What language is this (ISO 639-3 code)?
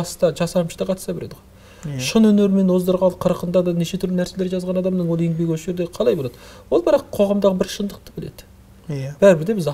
kaz